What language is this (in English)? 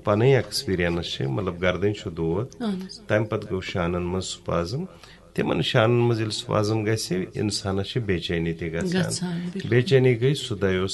Kashmiri